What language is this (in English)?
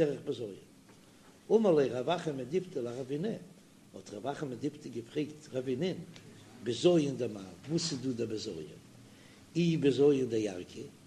Yiddish